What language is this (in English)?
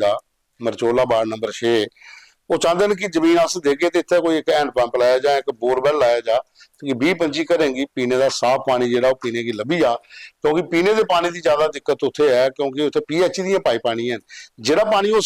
Dogri